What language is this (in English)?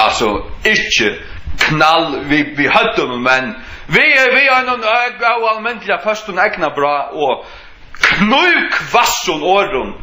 Faroese